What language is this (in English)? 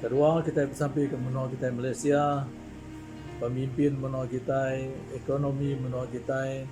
Iban